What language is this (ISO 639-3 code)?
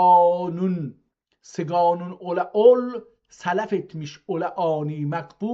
azb